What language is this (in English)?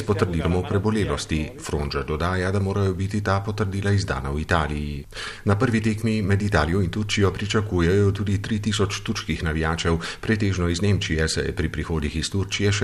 Slovenian